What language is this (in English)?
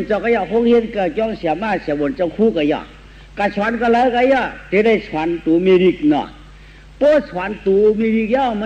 Shan